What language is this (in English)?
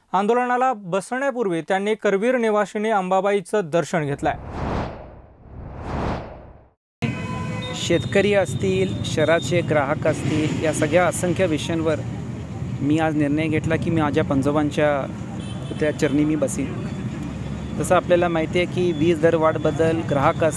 Marathi